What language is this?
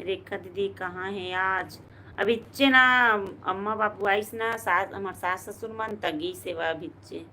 Chhattisgarhi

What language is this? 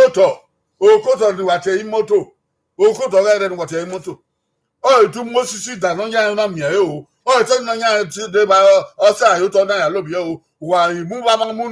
Bini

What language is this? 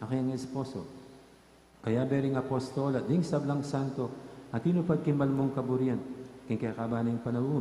Pampanga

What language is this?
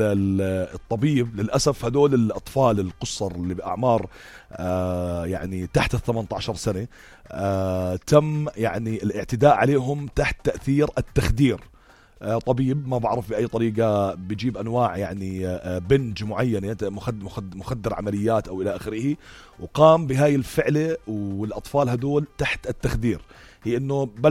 North Levantine Arabic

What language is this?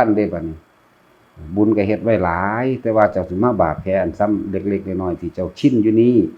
Northeastern Thai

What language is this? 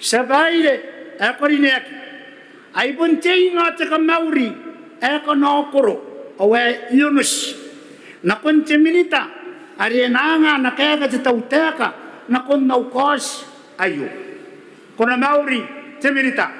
Gilbertese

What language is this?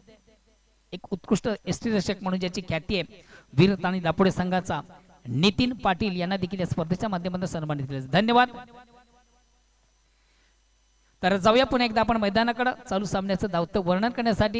Marathi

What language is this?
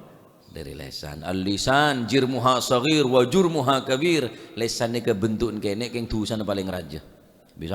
Madurese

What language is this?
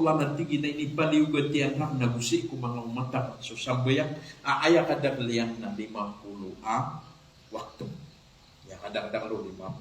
Maranao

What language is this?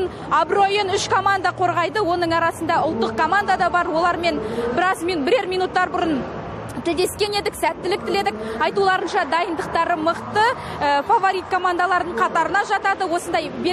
Kazakh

